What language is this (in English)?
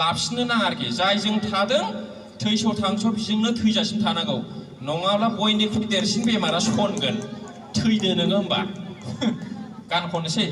Bodo